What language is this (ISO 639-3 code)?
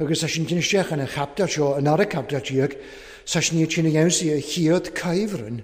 cym